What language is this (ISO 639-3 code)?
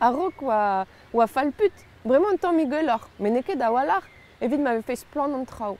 bre